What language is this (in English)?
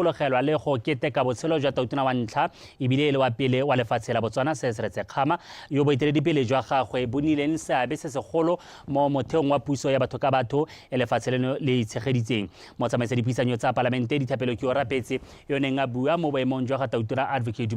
Tswana